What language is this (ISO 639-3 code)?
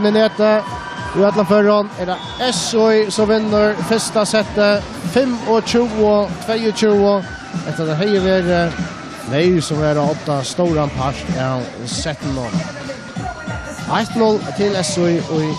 fao